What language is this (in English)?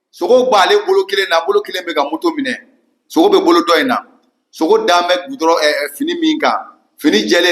Bambara